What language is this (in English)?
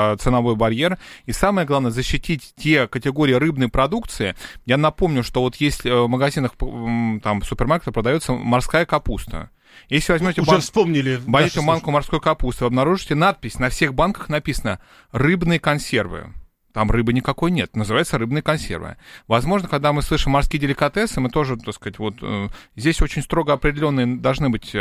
Russian